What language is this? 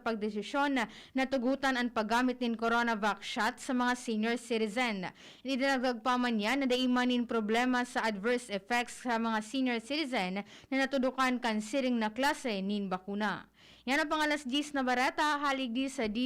Bikol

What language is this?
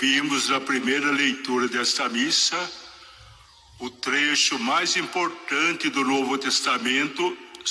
Portuguese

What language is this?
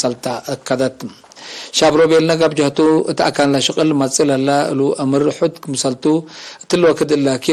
Tigre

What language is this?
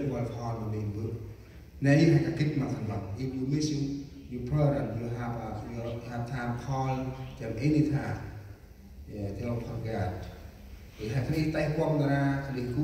Central Mnong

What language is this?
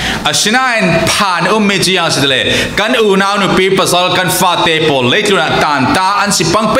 Falam Chin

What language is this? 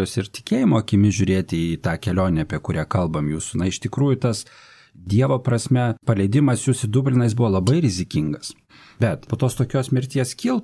Lithuanian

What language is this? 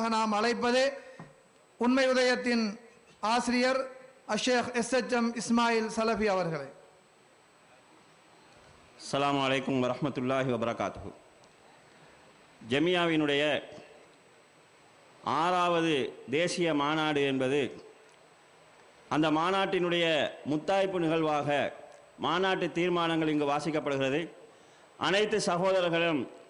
Tamil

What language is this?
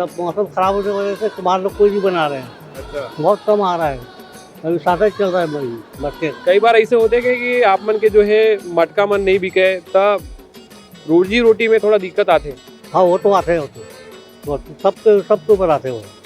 Chhattisgarhi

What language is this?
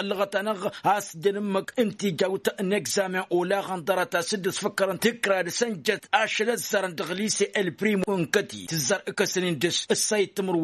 Tamasheq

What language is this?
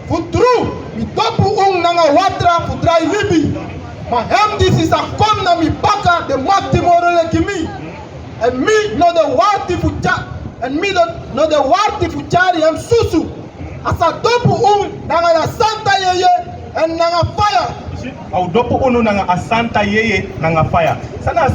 Sranan Tongo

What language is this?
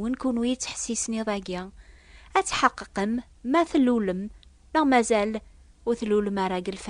Kabyle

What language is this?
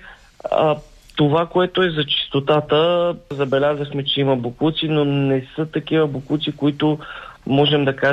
Bulgarian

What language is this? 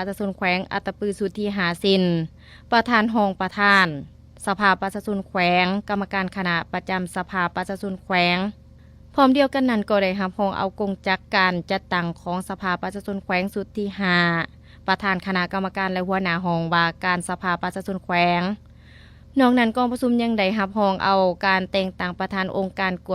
Lao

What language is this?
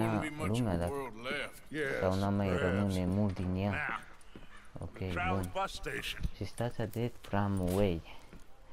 Romanian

